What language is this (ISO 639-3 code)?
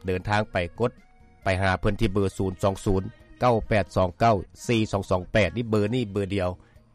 lao